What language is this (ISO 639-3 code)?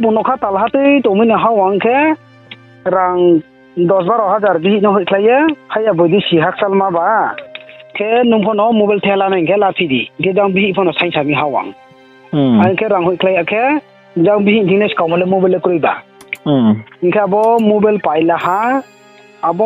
ria